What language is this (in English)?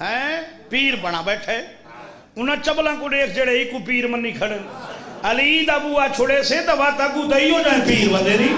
Saraiki